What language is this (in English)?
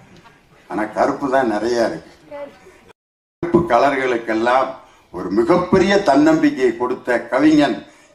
Tamil